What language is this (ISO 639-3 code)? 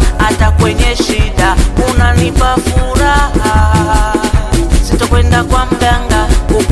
swa